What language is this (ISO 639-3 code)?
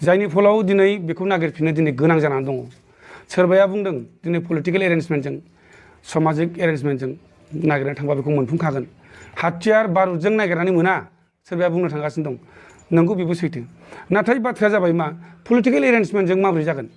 brx